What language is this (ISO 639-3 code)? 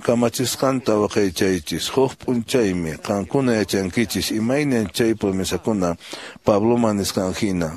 que